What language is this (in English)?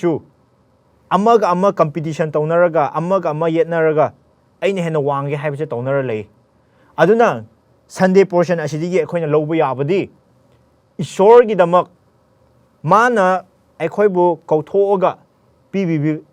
Manipuri